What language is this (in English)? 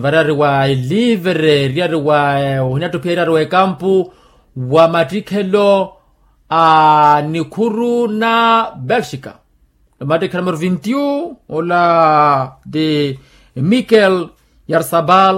Makhuwa